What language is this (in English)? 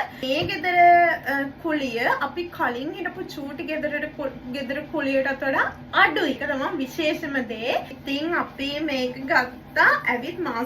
Sinhala